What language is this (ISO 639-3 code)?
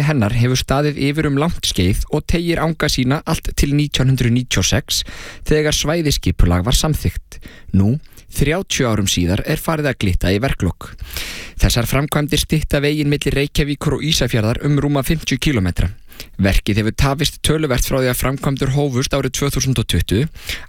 isl